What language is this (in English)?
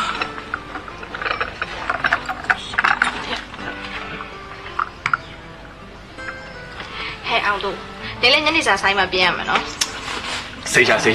Burmese